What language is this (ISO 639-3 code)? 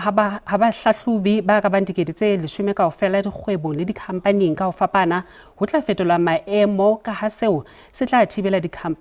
sot